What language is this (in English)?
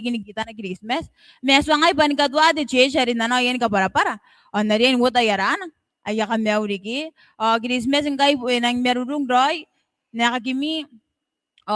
Gilbertese